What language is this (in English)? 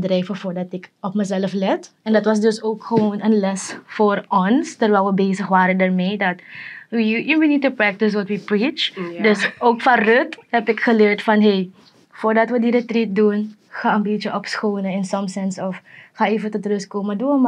Dutch